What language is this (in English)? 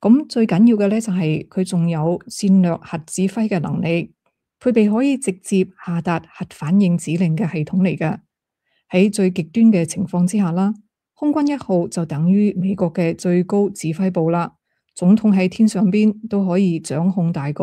Cantonese